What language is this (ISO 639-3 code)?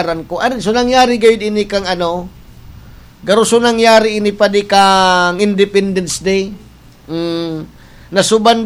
bik